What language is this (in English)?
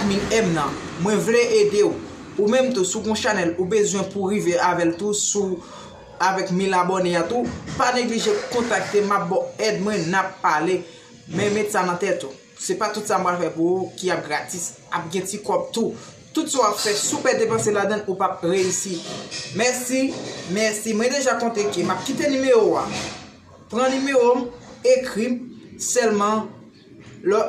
Haitian Creole